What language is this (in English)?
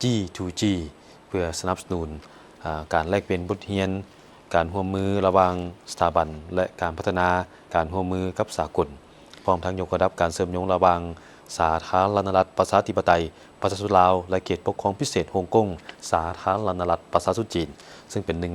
Lao